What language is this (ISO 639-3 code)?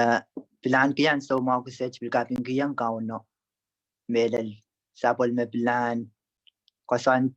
pon